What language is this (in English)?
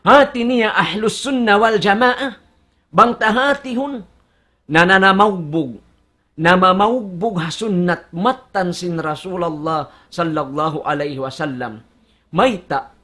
Tausug